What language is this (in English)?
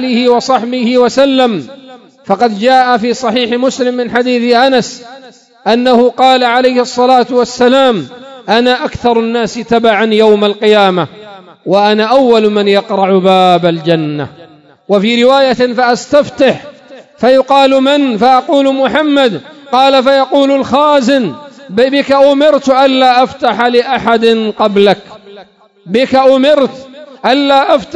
Arabic